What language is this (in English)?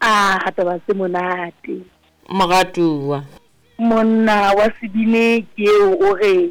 Southern Sotho